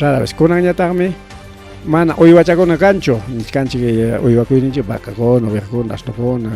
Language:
Ayacucho Quechua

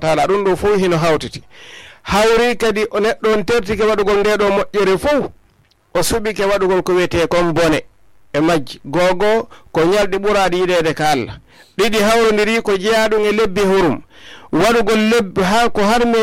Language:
Fula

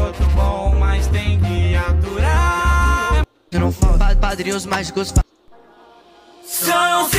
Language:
Portuguese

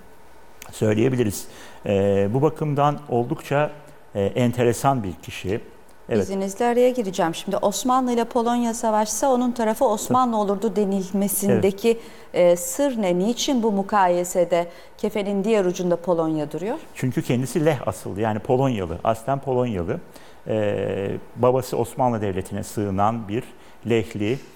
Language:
Turkish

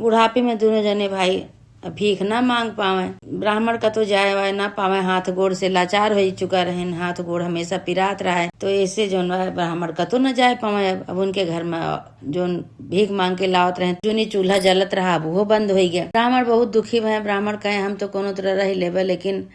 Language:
Awadhi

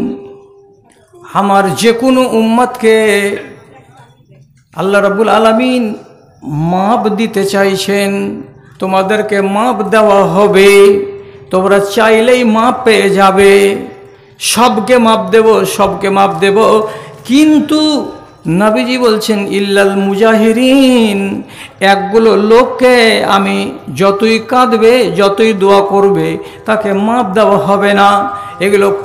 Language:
Bangla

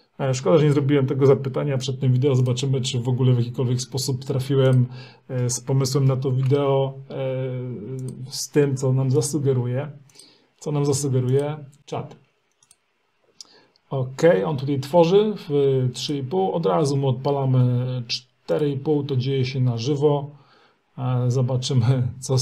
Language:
Polish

